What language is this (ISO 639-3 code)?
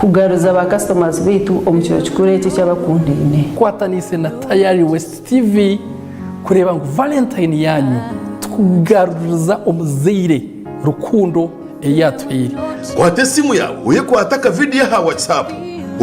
nyn